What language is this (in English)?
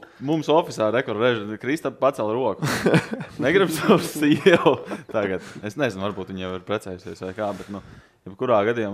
Latvian